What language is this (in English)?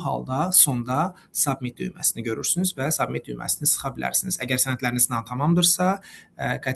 Azerbaijani